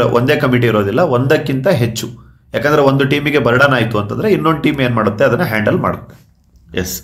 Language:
Kannada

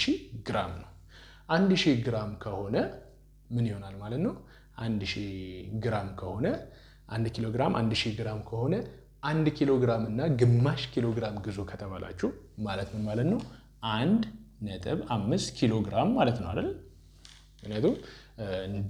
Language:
Amharic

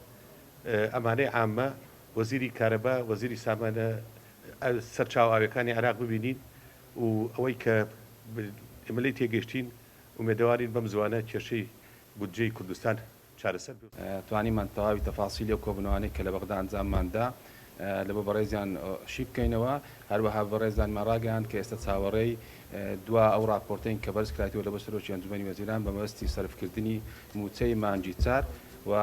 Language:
Central Kurdish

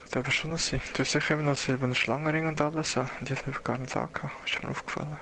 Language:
Swiss German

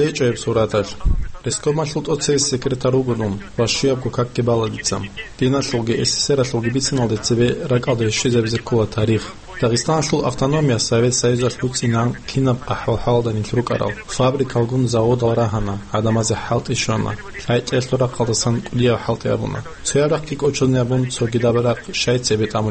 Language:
Avaric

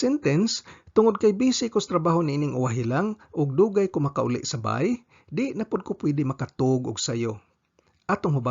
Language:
Cebuano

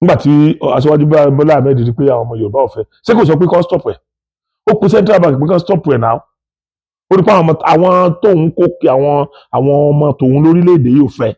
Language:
Yoruba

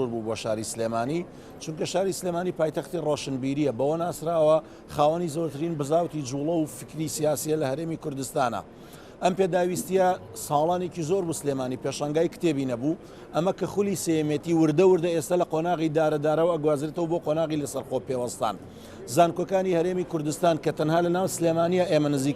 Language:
Central Kurdish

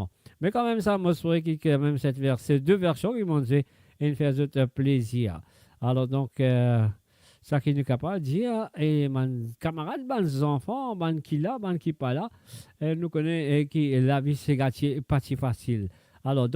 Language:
Morisyen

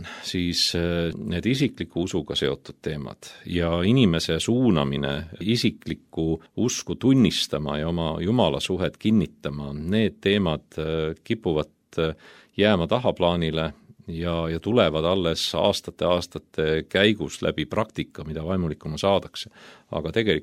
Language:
Estonian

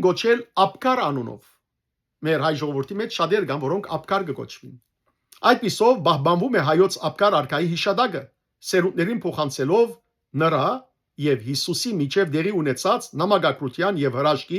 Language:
Western Armenian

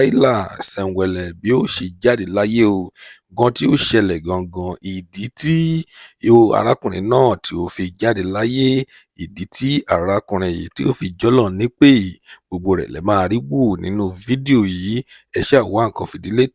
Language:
Yoruba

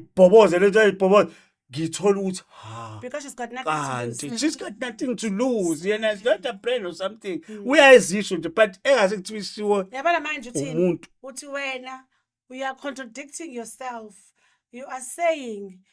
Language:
Zulu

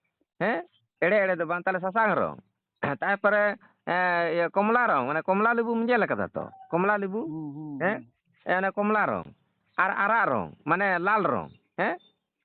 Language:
Santali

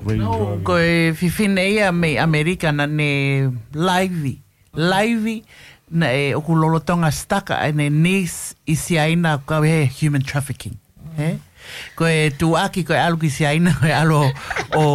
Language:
Tongan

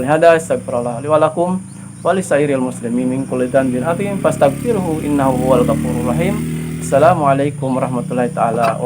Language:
Yakan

